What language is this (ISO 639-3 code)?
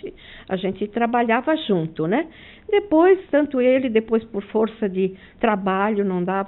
por